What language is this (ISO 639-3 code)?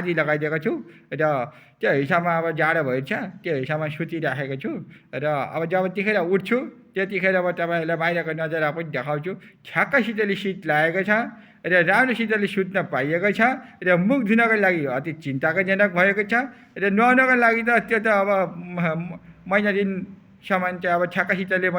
nep